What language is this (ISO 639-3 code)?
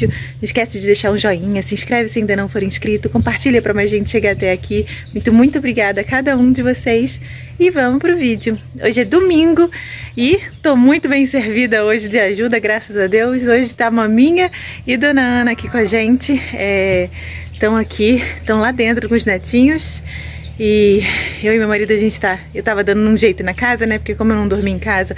por